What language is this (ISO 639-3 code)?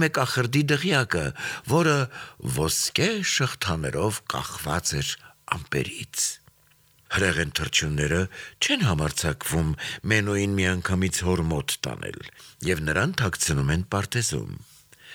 hye